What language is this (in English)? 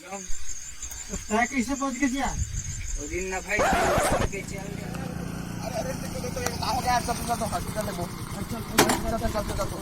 Chhattisgarhi